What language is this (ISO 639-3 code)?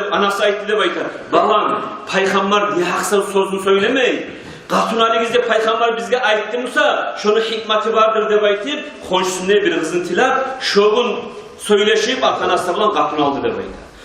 kum